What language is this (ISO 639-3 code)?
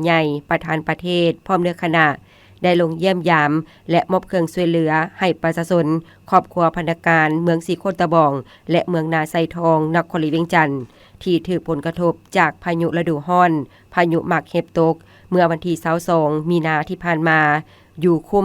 lao